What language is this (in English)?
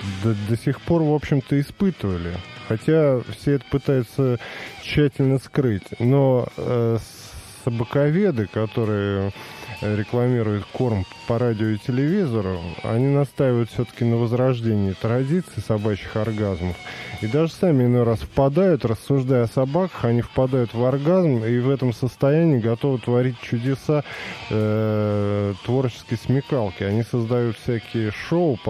Russian